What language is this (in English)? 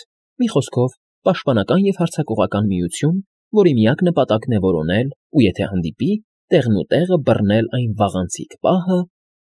Armenian